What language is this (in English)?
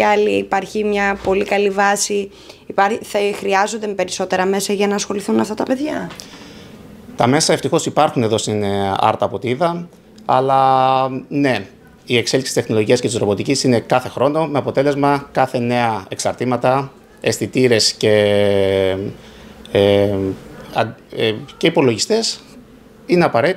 Greek